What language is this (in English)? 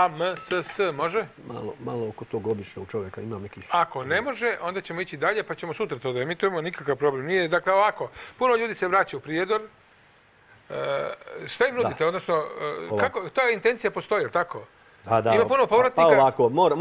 Serbian